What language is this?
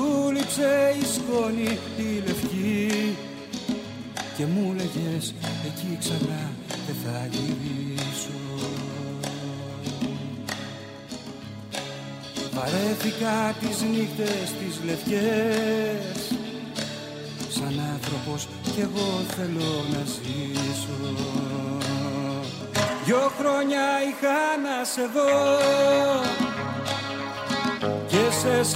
Greek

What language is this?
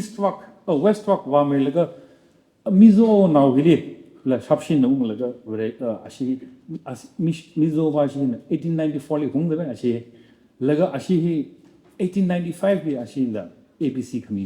Tangkhul Naga (India)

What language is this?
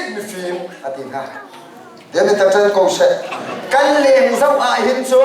Hakha Chin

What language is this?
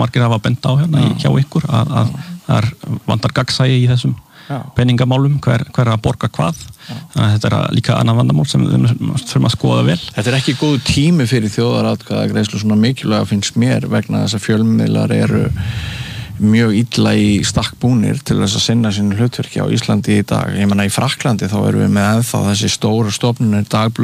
Icelandic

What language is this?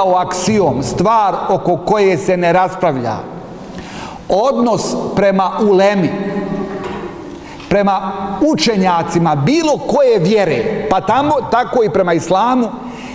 Bosnian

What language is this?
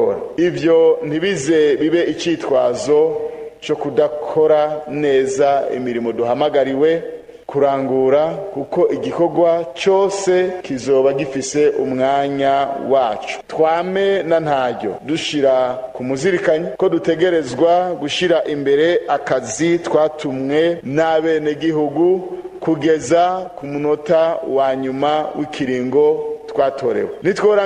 Rundi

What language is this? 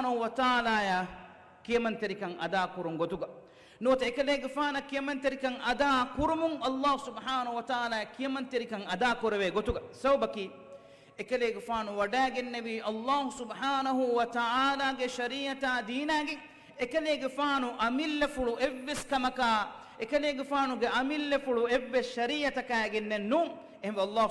Divehi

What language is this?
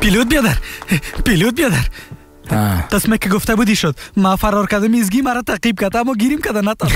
Persian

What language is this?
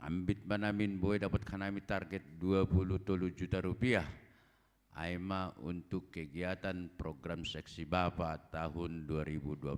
Batak Simalungun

